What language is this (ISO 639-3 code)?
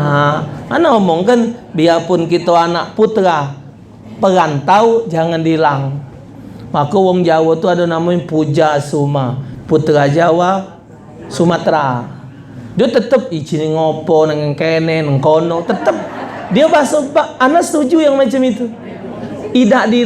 mui